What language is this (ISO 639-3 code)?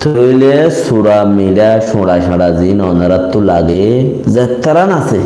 rhg